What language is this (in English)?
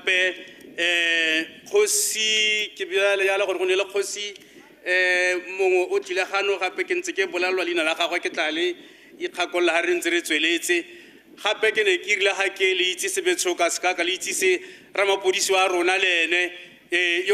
Tswana